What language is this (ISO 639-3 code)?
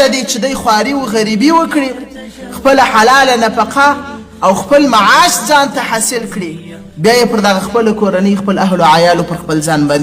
pus